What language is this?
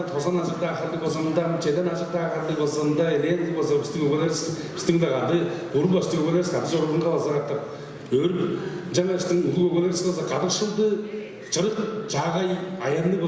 Tuvinian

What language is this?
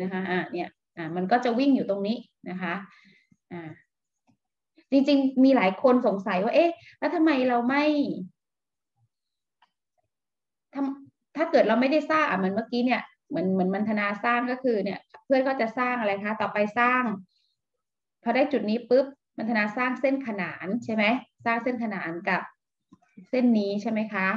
Thai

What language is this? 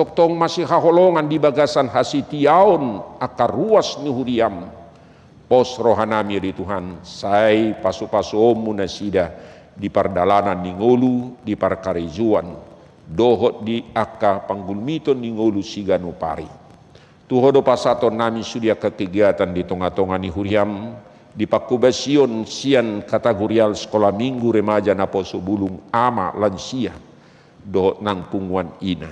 Batak Toba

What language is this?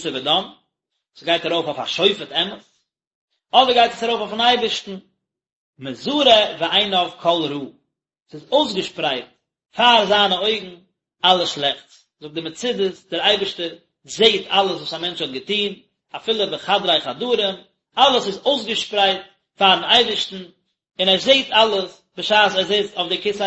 Yiddish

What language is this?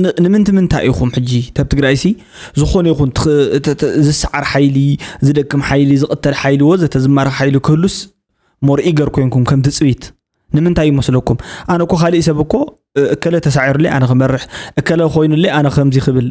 Tigrinya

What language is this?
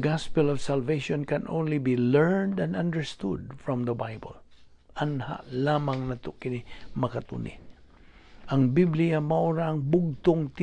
Cebuano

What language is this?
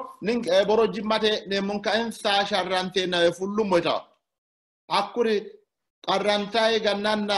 Sidamo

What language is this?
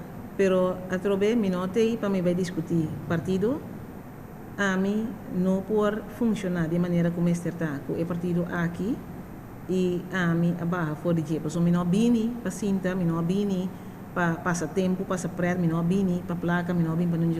Papiamento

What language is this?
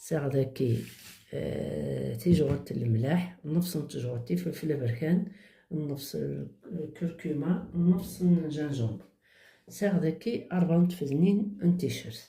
Kabyle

